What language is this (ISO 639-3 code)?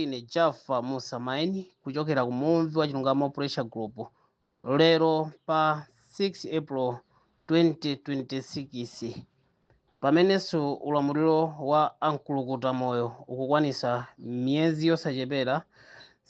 nya